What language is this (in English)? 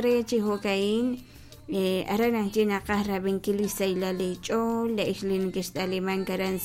Kekchí